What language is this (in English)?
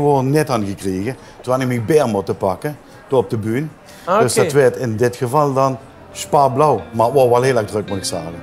Limburgish